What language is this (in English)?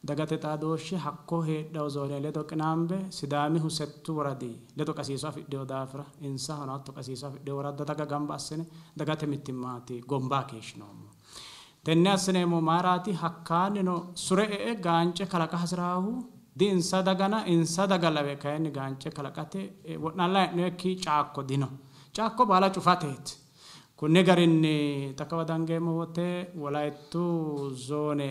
Sidamo